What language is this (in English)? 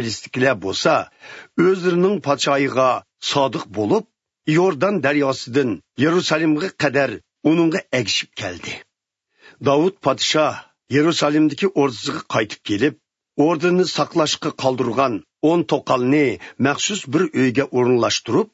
Uyghur